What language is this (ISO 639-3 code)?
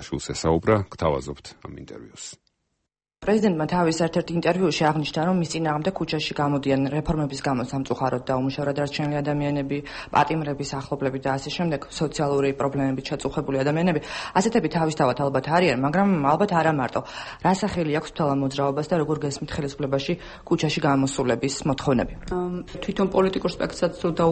kat